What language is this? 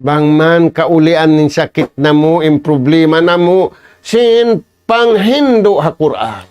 Tausug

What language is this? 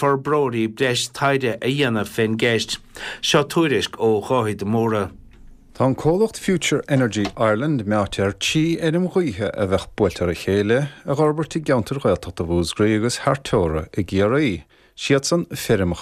Irish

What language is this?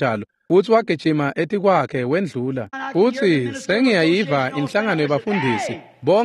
Swati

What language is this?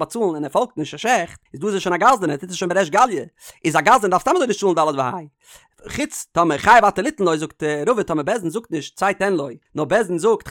Yiddish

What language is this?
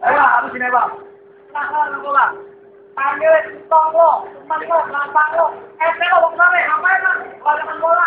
Betawi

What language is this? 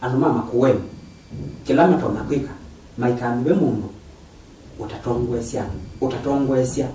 Kamba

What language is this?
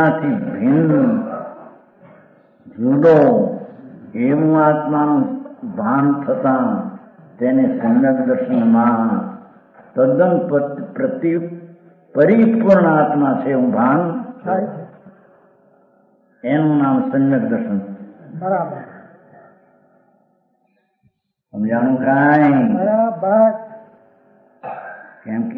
Gujarati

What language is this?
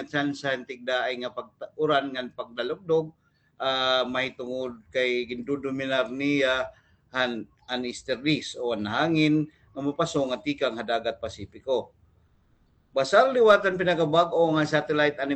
Waray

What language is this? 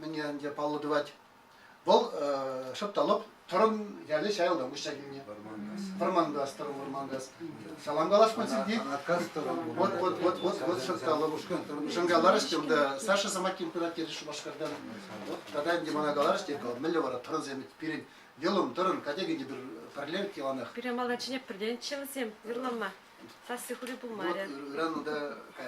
Chuvash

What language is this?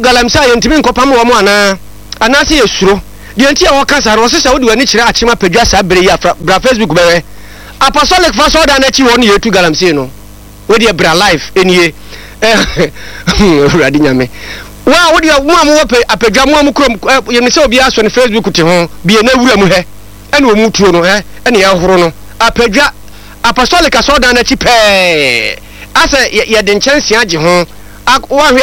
Akan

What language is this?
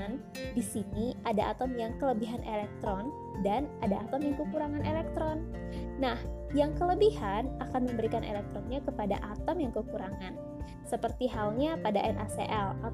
Indonesian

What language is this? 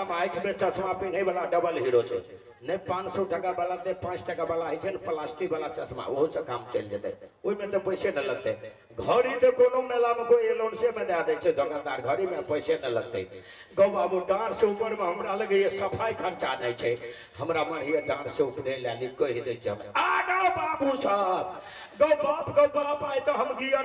Maithili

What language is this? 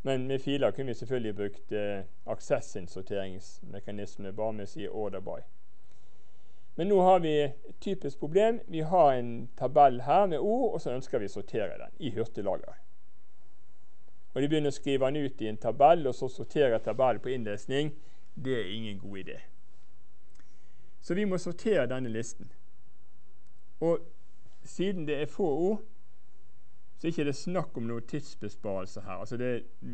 Norwegian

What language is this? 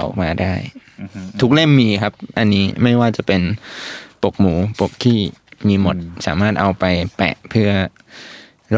Thai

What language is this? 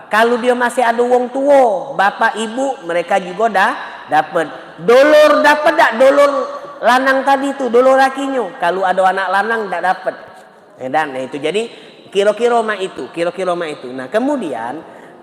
Musi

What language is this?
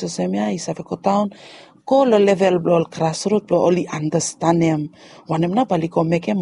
Bislama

